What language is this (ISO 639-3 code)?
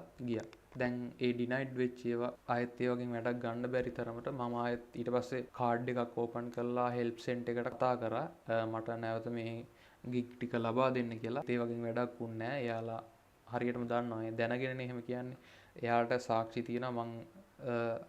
sin